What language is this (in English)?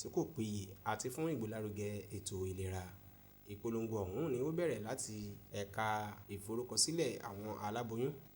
Yoruba